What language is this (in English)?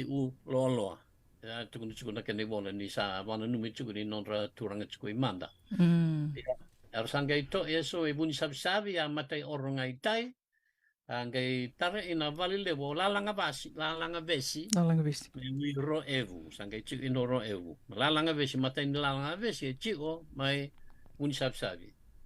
Fijian